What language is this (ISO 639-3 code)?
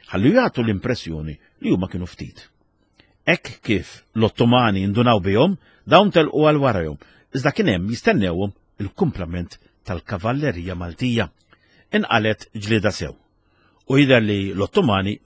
mlt